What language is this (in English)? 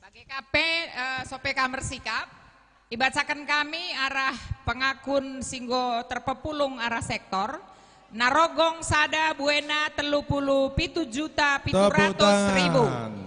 Batak Karo